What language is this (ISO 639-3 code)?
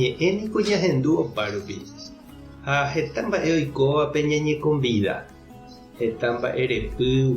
grn